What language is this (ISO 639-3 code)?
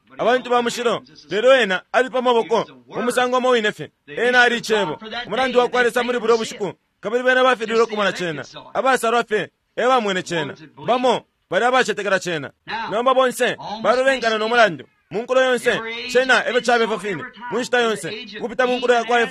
bem